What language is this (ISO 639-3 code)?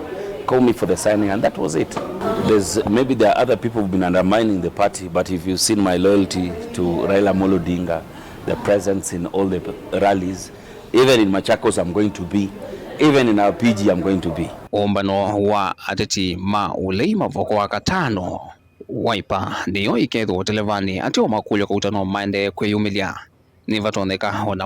kam